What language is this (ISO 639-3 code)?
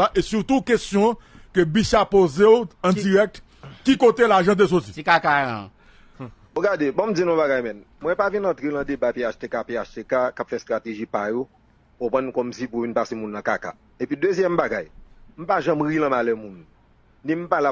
hat